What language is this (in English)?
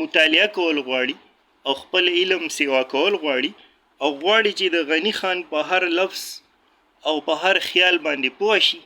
Pashto